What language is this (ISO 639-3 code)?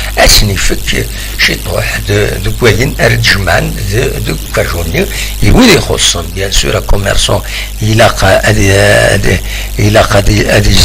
kab